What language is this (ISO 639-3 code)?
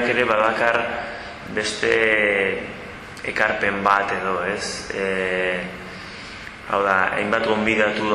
eus